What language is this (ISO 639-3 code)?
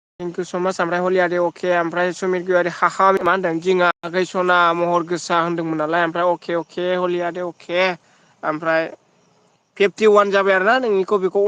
brx